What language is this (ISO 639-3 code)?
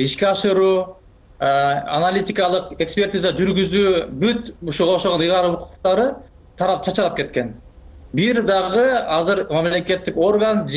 kir